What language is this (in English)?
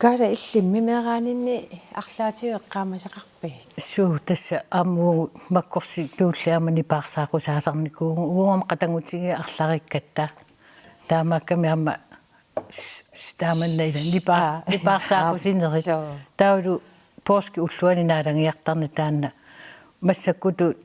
Kalaallisut